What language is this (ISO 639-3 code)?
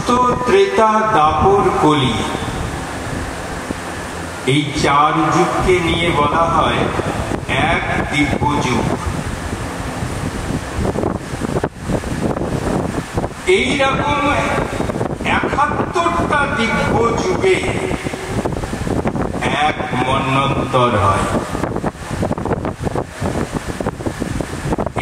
ben